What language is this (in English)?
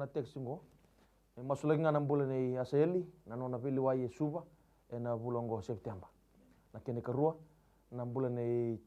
Fijian